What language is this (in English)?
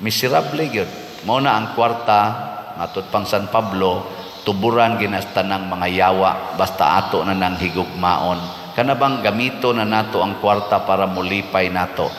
Cebuano